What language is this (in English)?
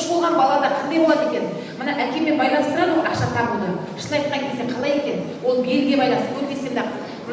Kazakh